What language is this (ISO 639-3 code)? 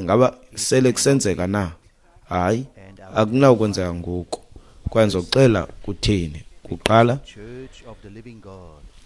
xho